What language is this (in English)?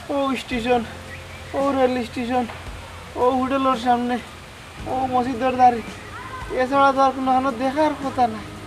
Sylheti